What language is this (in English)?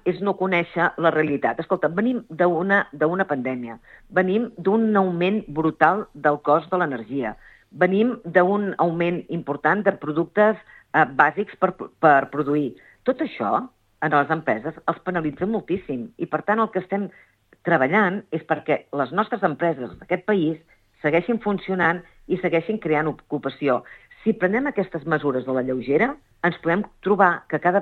Catalan